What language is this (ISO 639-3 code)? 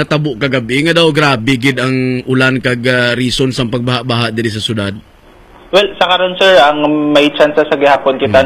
hil